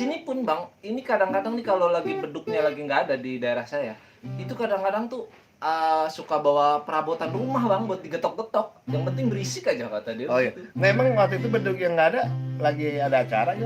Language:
Betawi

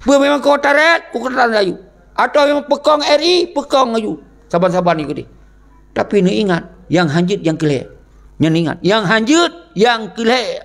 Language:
Achinese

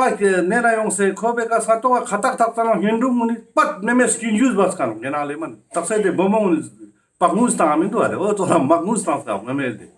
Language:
Ladakhi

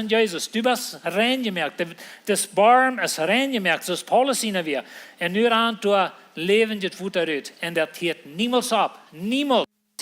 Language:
Plautdietsch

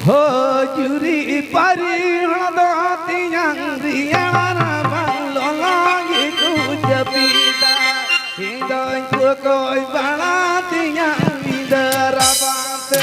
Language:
Santali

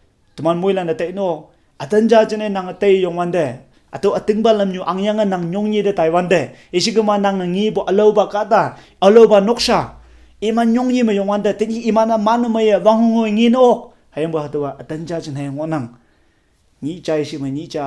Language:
Konyak Naga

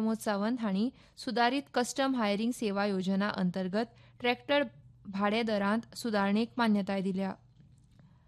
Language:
Konkani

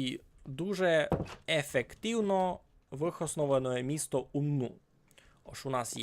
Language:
Rusyn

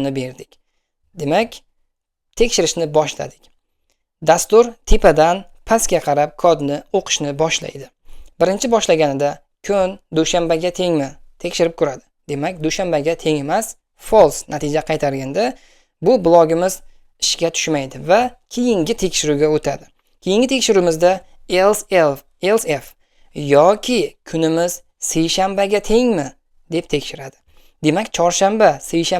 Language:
Uzbek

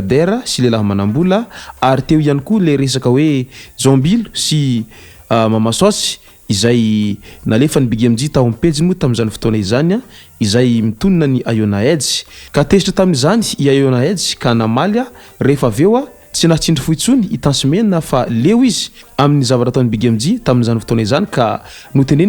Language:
Malagasy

